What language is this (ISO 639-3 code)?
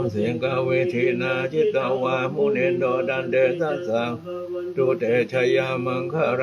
pli